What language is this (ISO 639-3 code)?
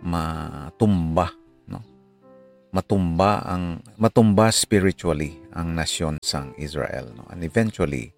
hil